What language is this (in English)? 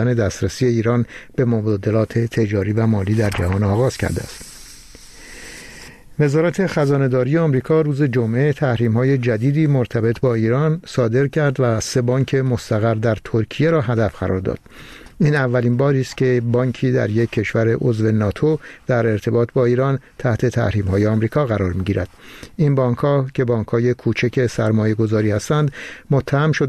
Persian